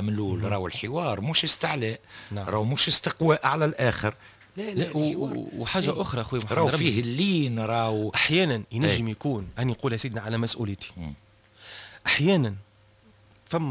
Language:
Tunisian Arabic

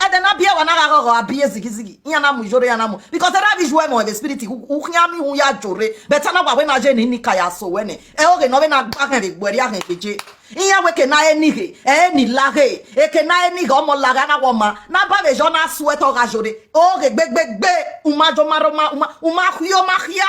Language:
Nigerian Pidgin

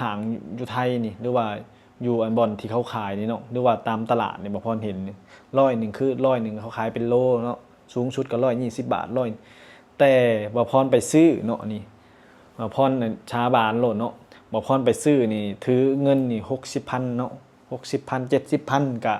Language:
Lao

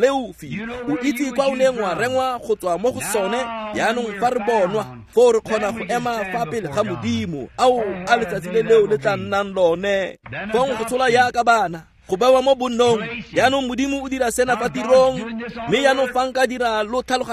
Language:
Tswana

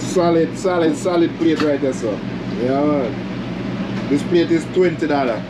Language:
Jamaican Creole English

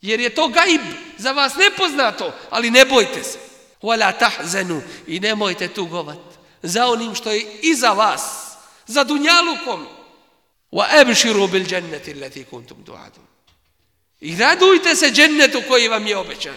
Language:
Bosnian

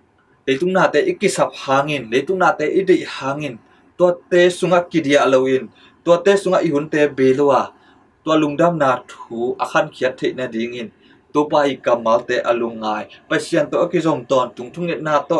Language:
Tedim Chin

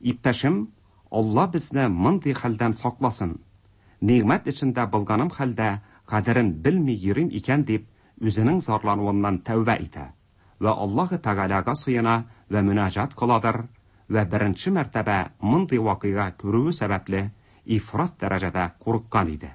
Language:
Tatar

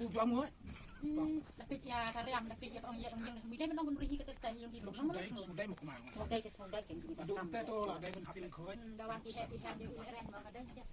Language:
Khasi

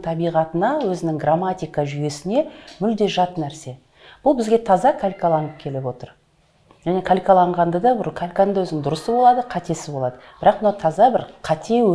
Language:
Kazakh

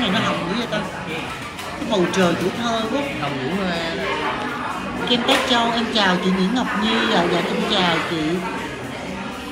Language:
Vietnamese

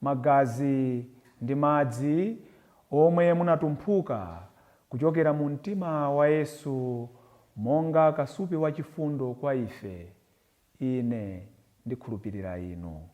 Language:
Nyanja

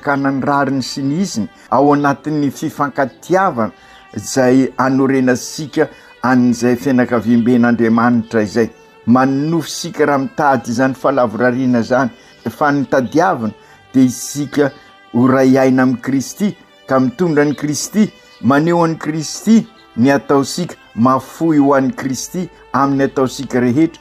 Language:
Malagasy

